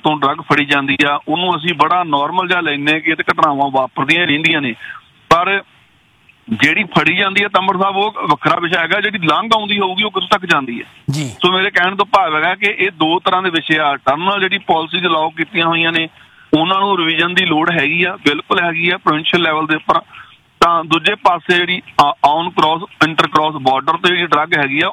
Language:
Punjabi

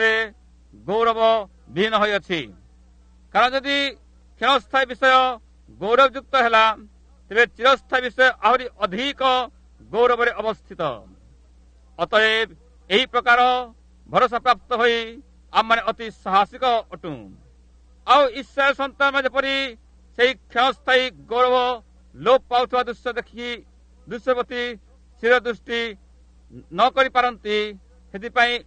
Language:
Odia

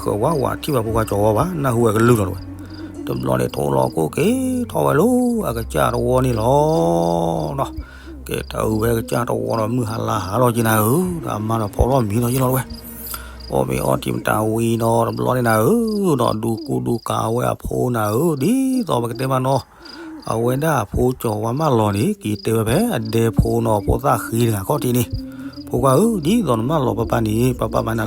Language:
S'gaw Karen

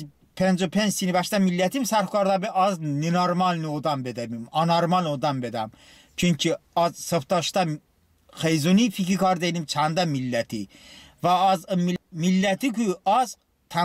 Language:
Talysh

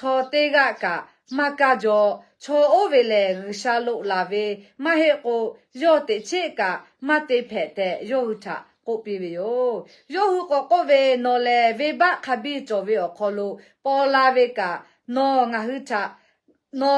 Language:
Lahu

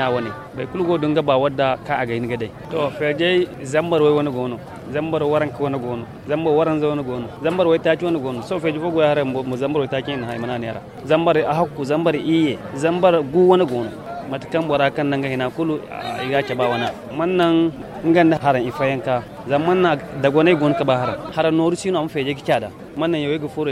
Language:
Zarma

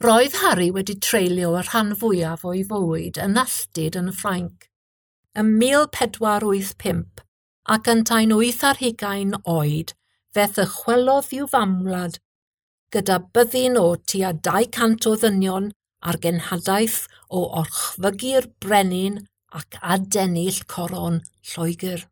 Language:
Welsh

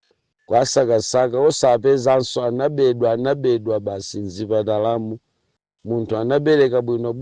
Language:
Nyanja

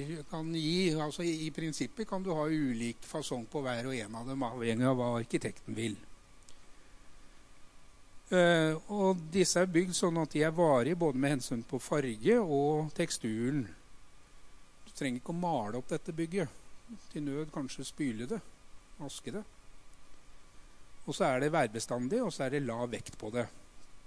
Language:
Norwegian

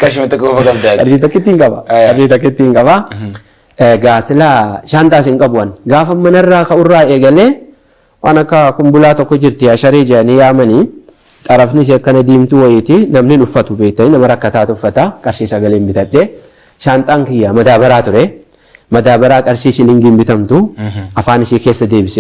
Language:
Oromo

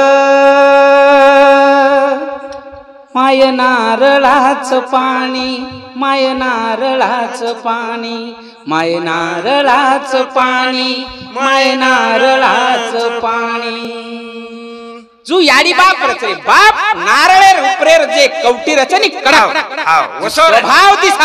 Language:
Lambadi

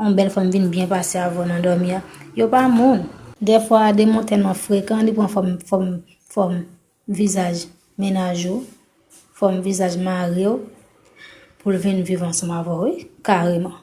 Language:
Haitian Creole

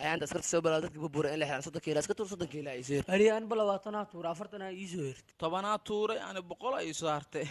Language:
Somali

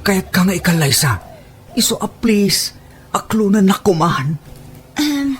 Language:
Iloko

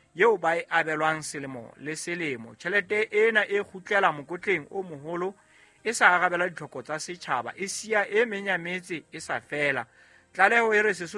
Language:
Southern Sotho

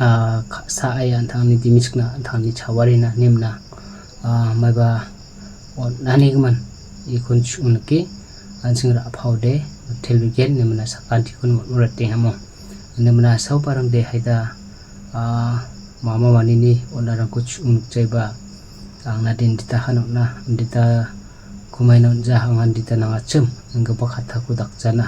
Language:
Garo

